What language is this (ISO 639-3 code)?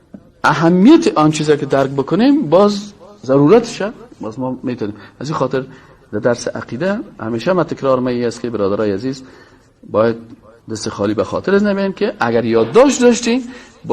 fas